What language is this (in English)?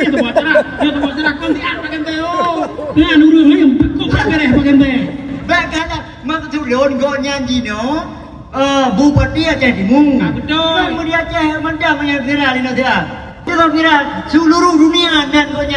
Achinese